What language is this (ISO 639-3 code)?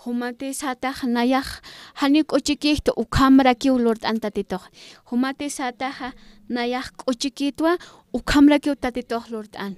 aym